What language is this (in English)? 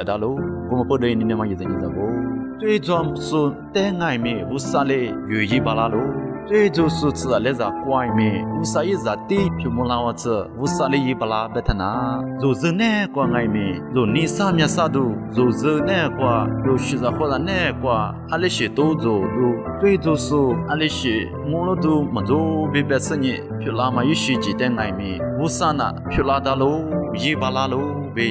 Lisu